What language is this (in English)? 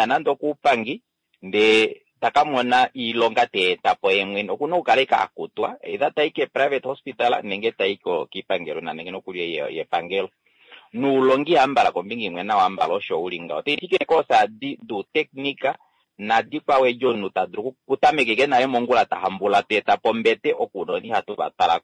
Kuanyama